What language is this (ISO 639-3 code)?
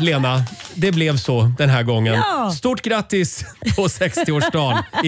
swe